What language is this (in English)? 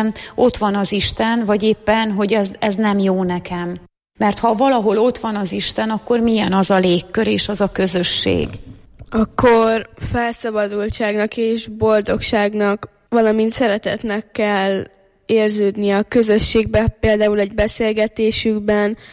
Hungarian